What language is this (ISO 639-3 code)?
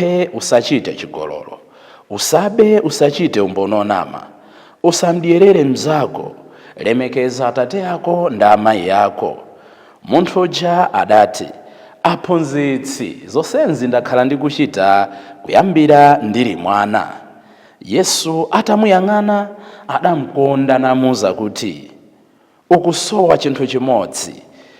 nya